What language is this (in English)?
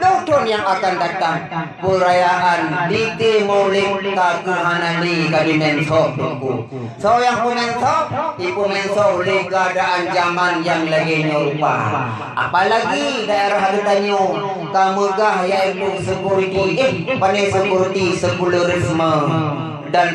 Achinese